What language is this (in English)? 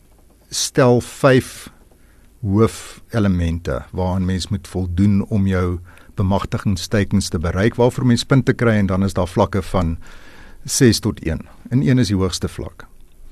Afrikaans